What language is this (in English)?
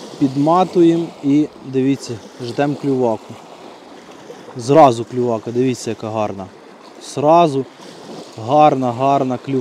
Ukrainian